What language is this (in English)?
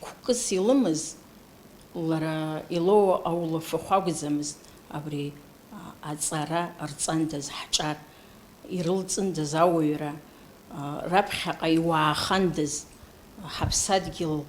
Abkhazian